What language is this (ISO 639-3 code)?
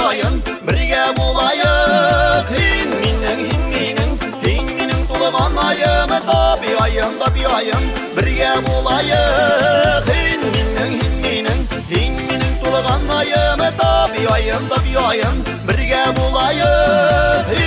bak